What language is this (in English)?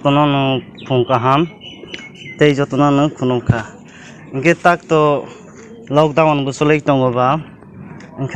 Kok Borok